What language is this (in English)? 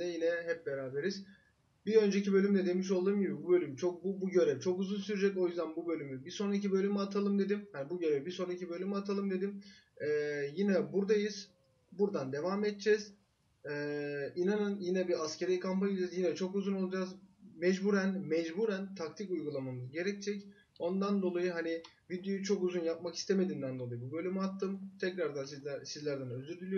Turkish